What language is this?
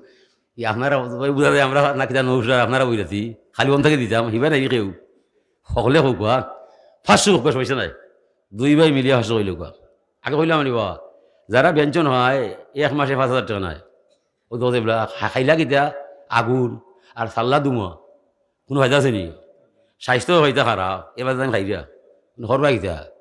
Sylheti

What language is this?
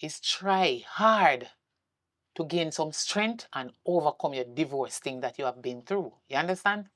Jamaican Creole English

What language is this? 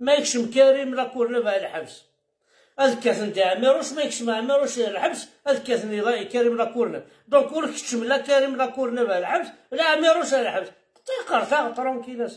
Kabyle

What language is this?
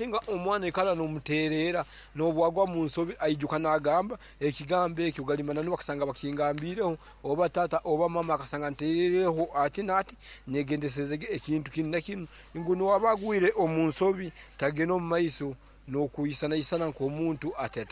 Nyankole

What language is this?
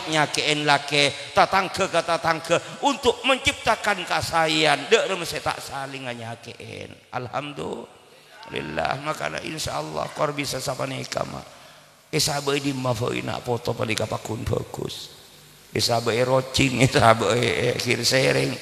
Madurese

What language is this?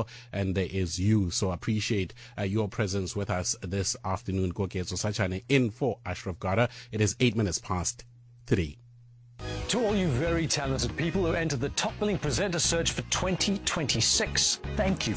English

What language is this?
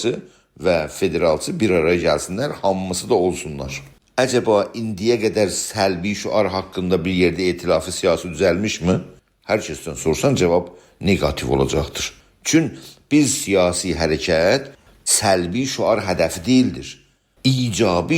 South Azerbaijani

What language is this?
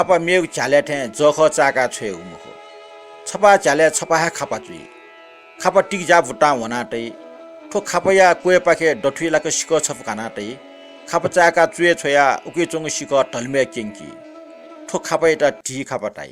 Newari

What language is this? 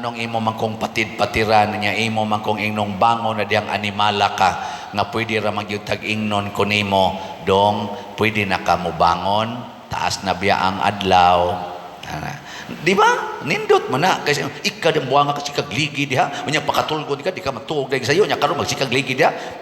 Cebuano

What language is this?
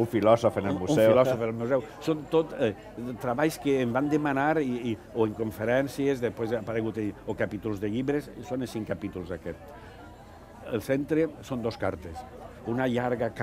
Catalan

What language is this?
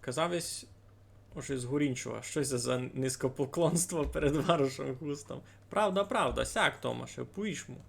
Rusyn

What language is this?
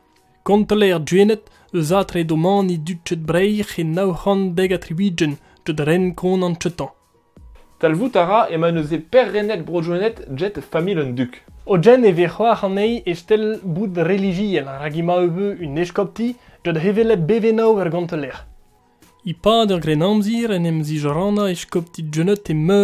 Breton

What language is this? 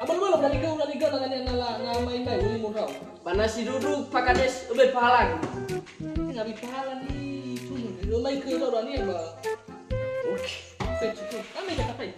Nias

